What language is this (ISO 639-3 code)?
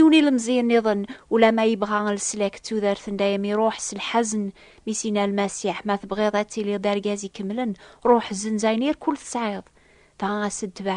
kab